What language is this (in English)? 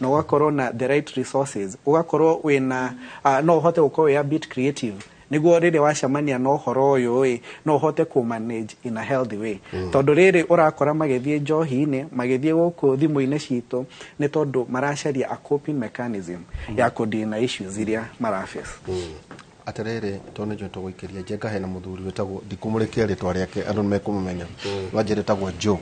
Kikuyu